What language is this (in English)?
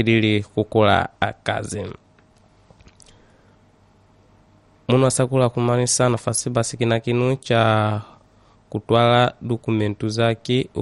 Swahili